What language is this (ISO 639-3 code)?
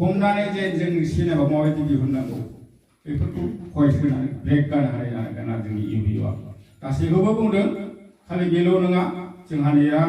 brx